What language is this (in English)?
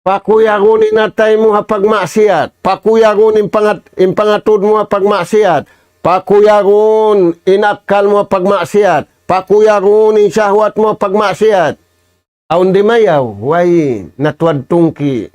Tausug